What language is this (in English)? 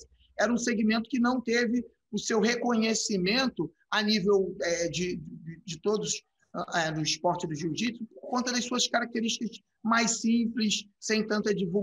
Portuguese